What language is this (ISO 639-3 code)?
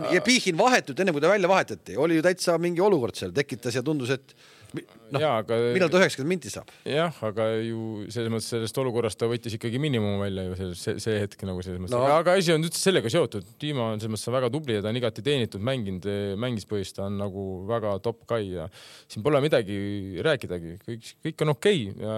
est